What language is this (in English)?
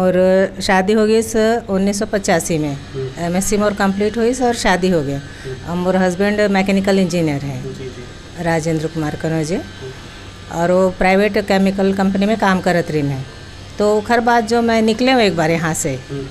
Chhattisgarhi